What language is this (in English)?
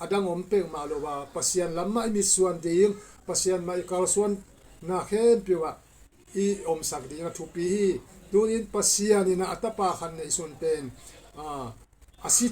Tedim Chin